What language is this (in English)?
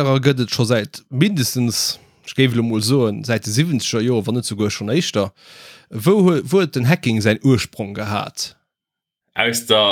Luxembourgish